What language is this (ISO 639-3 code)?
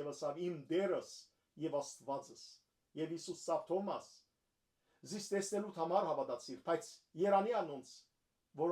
hyw